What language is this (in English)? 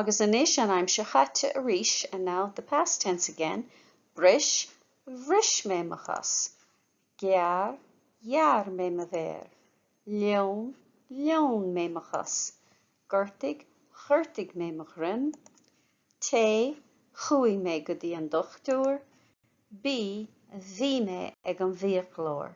Irish